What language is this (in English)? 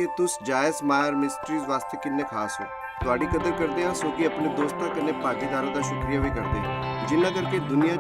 Dogri